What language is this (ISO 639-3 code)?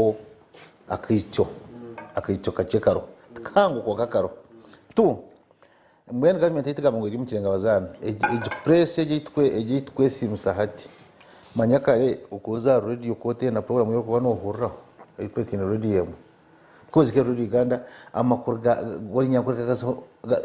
nyn